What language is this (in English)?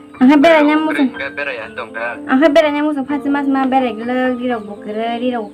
Kok Borok